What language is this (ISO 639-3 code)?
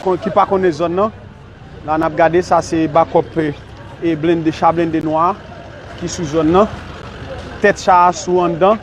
hat